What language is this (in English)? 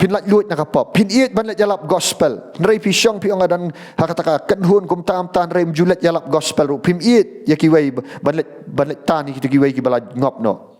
Khasi